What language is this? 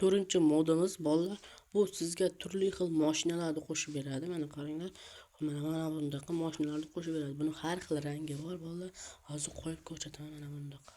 Uzbek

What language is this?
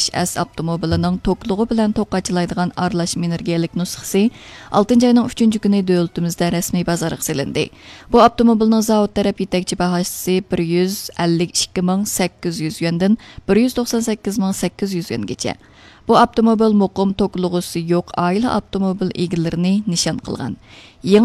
Uyghur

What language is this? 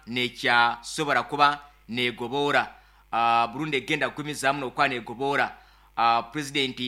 Nyankole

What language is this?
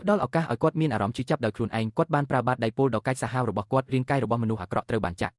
Khmer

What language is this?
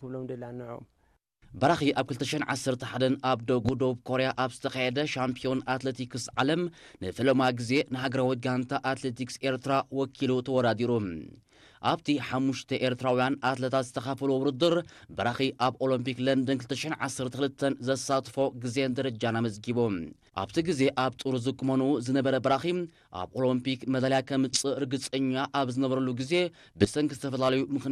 Tigrinya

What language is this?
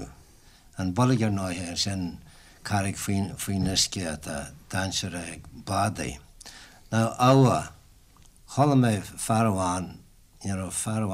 Irish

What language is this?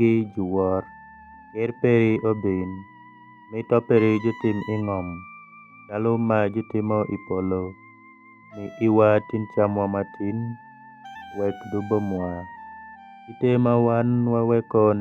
Alur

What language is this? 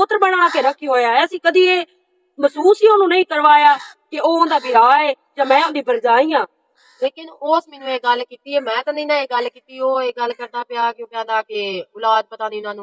Western Panjabi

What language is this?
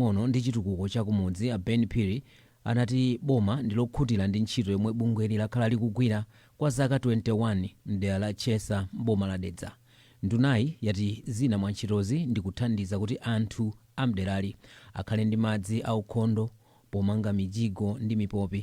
Nyanja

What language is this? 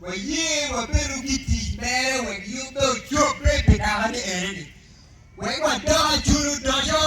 Acoli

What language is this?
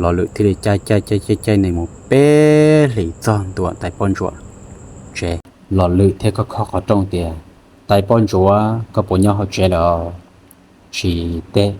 Hmong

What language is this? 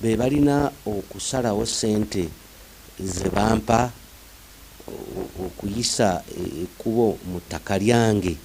Ganda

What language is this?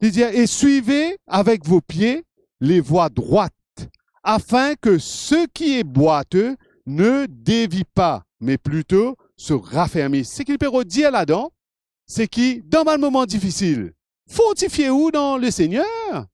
Morisyen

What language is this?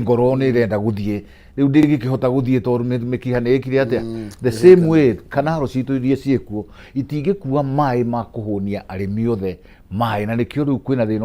Kikuyu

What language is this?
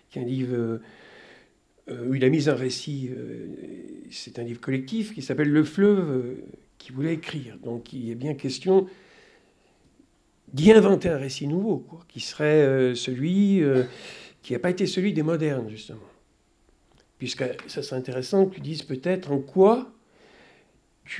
French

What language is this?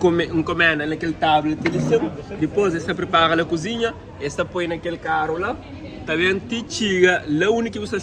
Kabuverdianu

